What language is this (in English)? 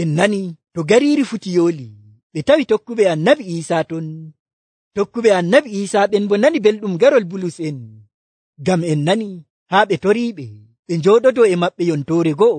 Nigerian Fulfulde